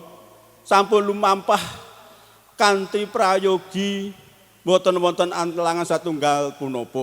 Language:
Javanese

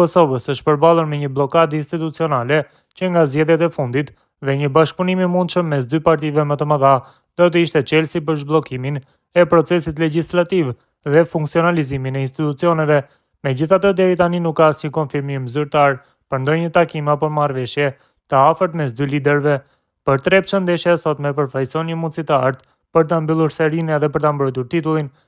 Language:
Albanian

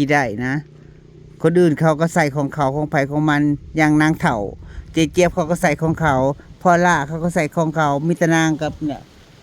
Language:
Northeastern Thai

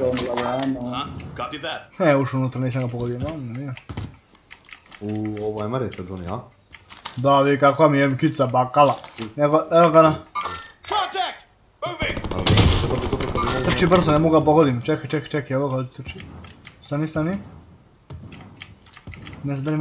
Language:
Croatian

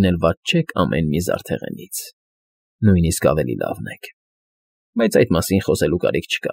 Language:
Armenian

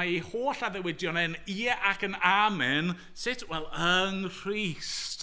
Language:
Welsh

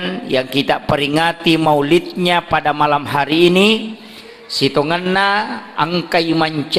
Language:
Buginese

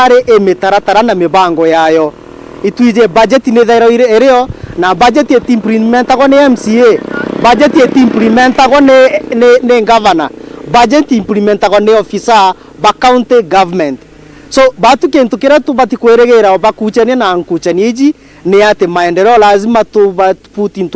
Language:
Meru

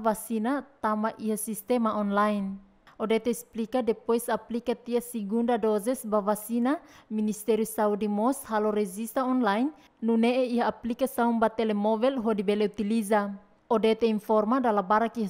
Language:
Tetum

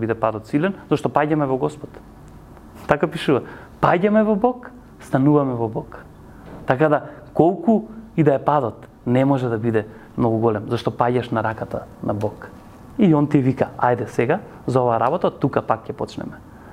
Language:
Macedonian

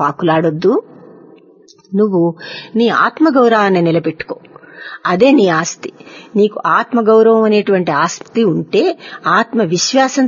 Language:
Telugu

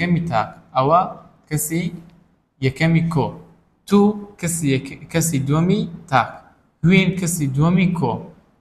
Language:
Central Kurdish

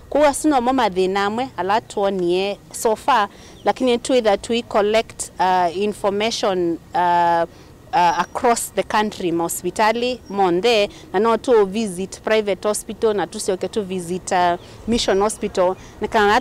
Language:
Kamba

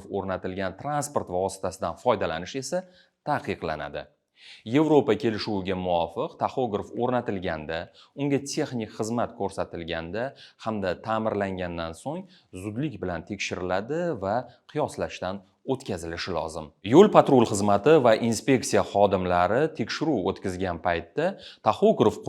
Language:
Uzbek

